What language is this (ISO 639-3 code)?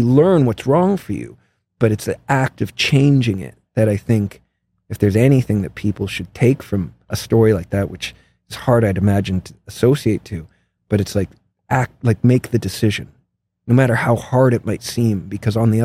eng